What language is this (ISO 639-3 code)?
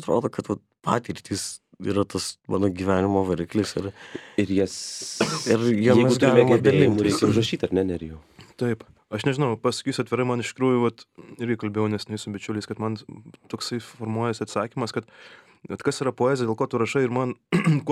lit